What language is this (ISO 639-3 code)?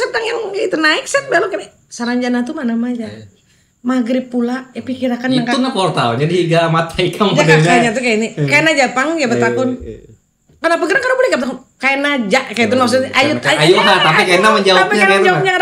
bjn